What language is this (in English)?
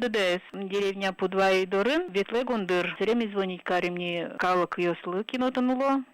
Udmurt